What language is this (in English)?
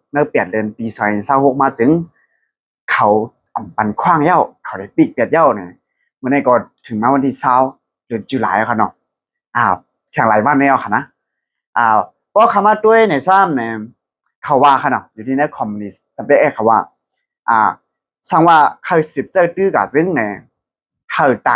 Shan